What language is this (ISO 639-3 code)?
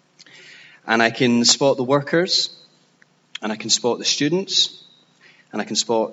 eng